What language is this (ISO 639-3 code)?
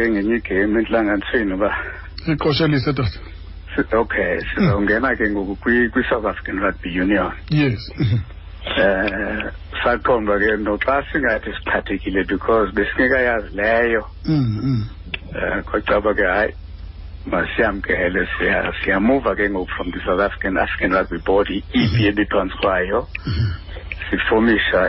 xho